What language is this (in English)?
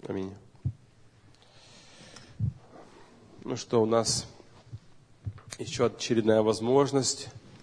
Russian